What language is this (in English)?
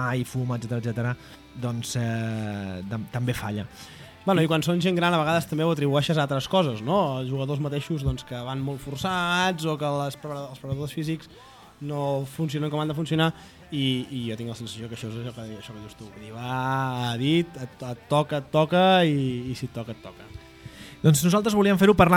Catalan